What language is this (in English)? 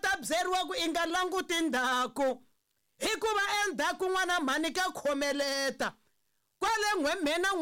Tsonga